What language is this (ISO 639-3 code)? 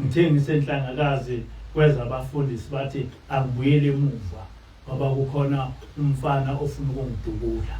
zul